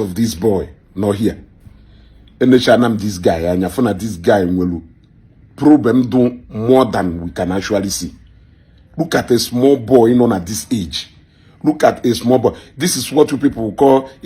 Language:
Igbo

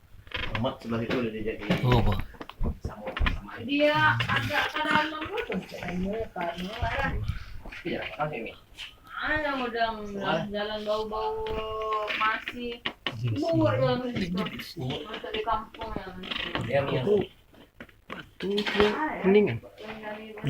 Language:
Minangkabau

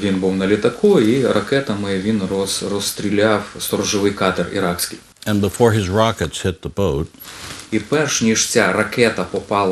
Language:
Ukrainian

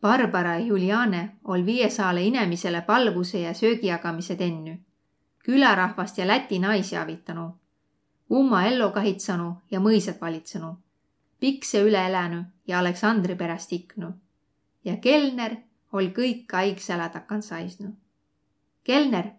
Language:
Võro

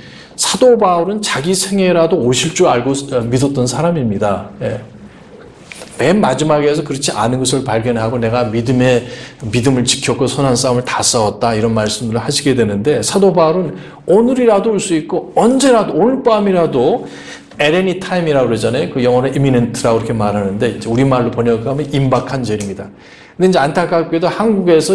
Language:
Korean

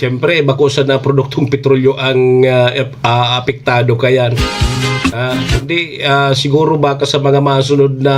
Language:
Bikol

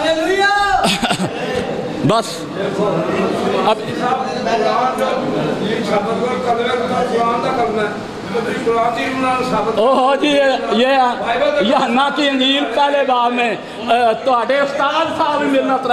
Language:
Urdu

